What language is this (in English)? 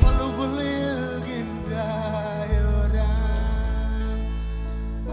Marshallese